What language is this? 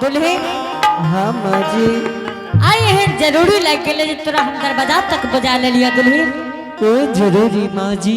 Angika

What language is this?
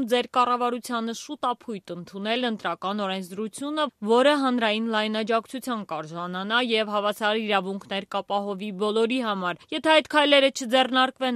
Armenian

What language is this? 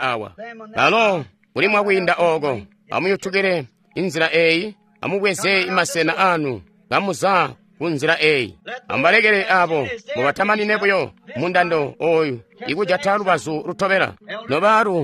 Tonga (Zambia)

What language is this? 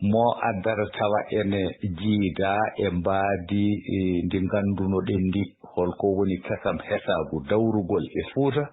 Fula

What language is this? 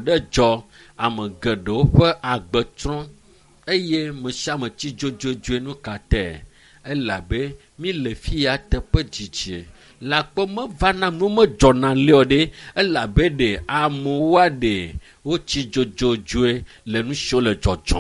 Ewe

